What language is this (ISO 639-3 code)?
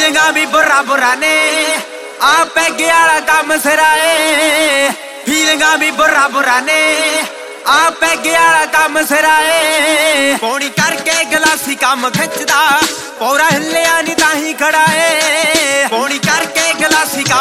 pan